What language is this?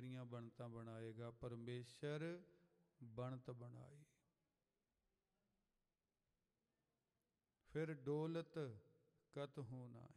Punjabi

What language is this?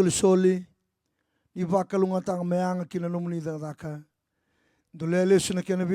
Fijian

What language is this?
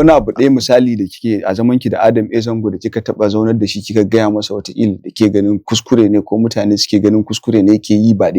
Hausa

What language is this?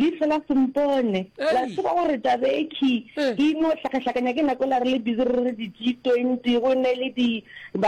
Northern Sotho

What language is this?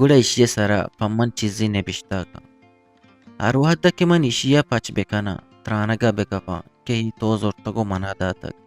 Eastern Balochi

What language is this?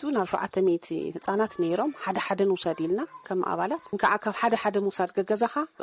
Tigrinya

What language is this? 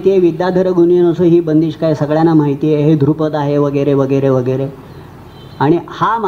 Marathi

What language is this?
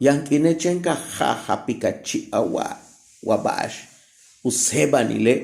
Yucateco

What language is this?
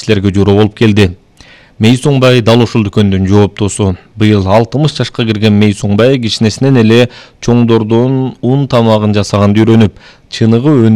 Kyrgyz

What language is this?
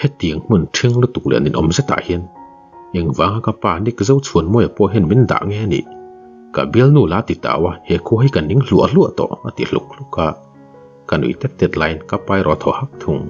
Mizo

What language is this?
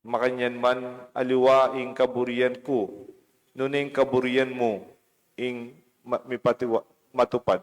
Pampanga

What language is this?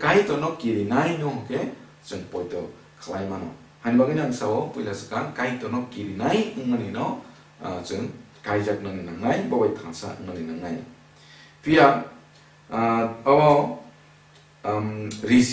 Kok Borok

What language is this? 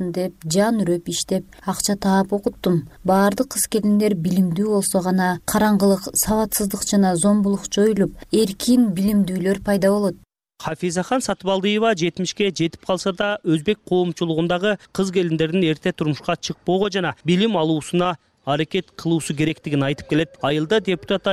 Kyrgyz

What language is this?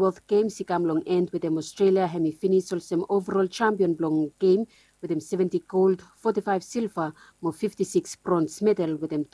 Bislama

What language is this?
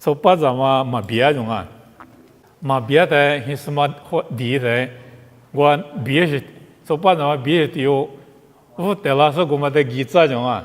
Lisu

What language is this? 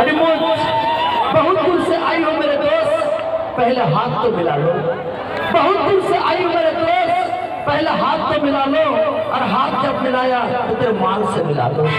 Santali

